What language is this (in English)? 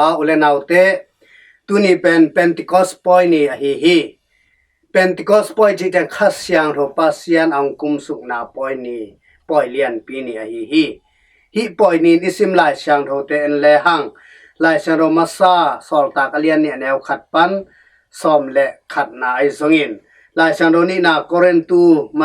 Tedim Chin